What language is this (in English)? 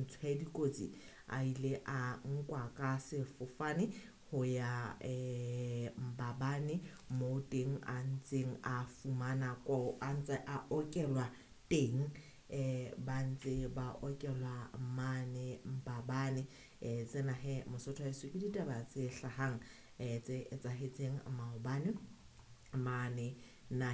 Southern Sotho